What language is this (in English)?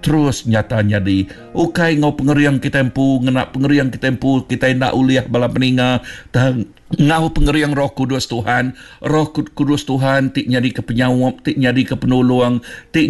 Iban